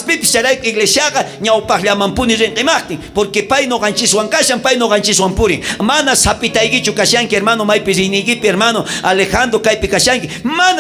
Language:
South Bolivian Quechua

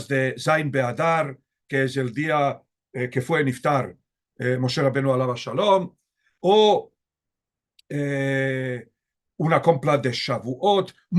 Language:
Ladino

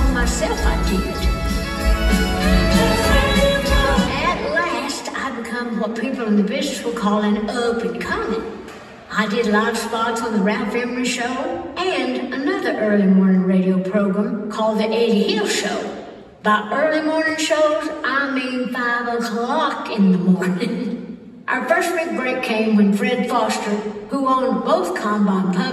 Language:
English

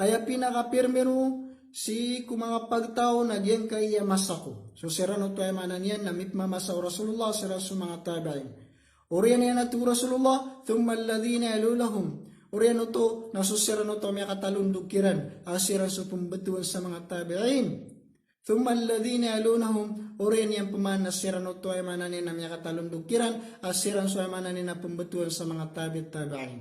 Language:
Maranao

